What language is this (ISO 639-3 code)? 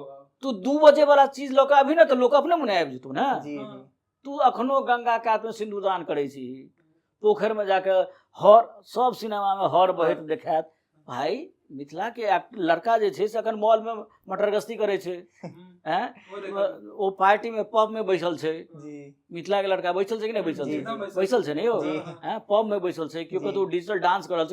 mai